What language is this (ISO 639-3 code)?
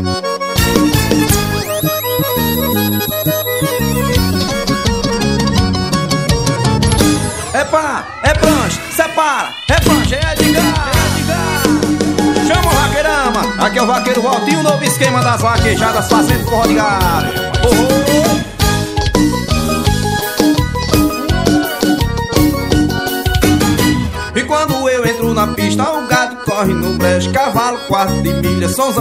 por